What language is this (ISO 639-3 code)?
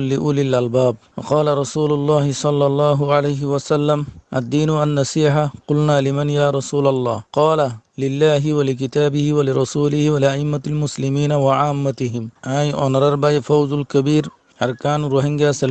rhg